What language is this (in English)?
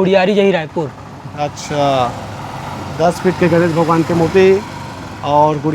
Chhattisgarhi